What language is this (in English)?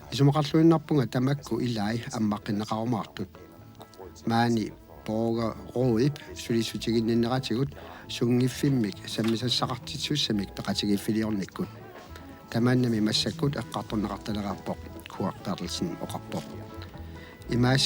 Kalaallisut